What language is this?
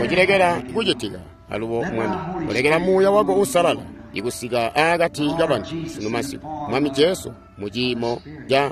Tonga (Zambia)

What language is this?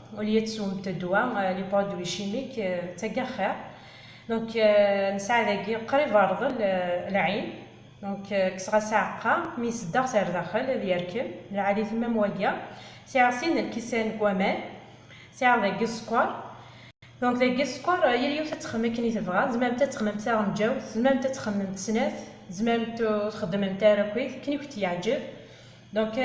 Kabyle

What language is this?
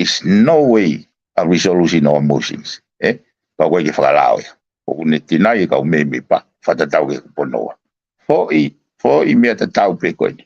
Tongan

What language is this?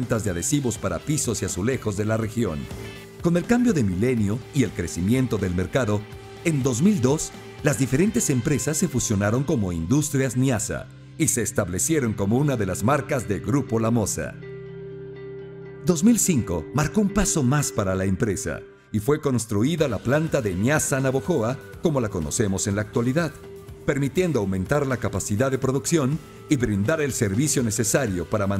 Spanish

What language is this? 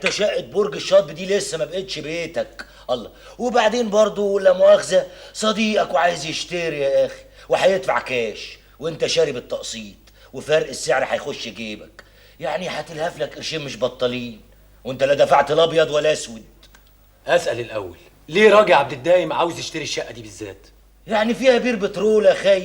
Egyptian Arabic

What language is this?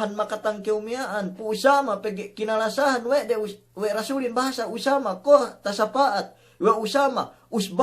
Yakan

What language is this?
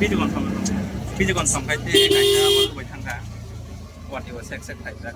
Kok Borok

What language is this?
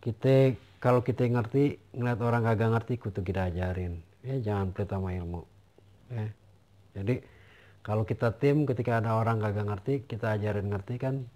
Betawi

